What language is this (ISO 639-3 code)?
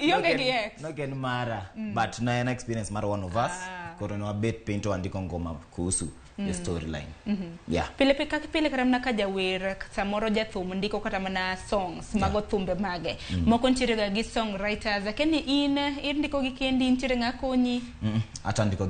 luo